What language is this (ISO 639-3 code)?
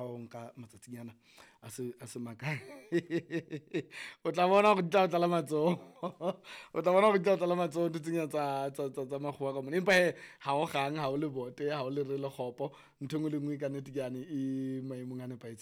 sot